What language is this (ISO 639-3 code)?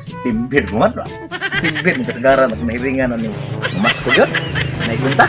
ceb